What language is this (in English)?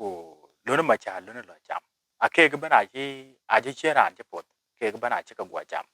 Dinka